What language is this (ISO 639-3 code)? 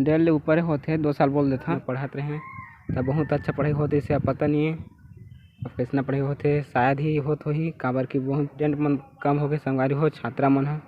hne